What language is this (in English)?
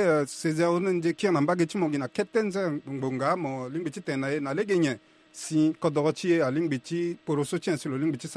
Sango